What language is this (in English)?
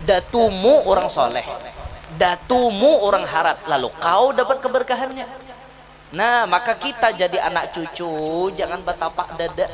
Banjar